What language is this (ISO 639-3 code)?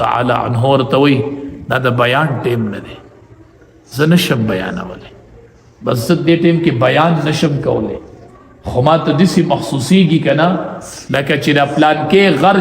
pus